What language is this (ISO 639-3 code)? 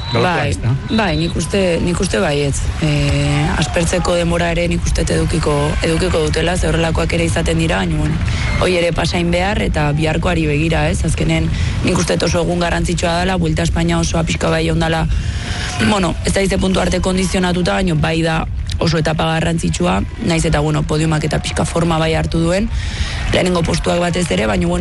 eus